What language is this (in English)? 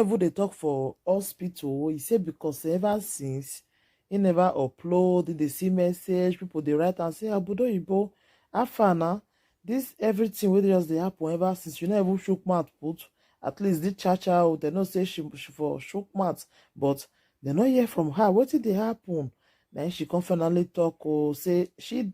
Nigerian Pidgin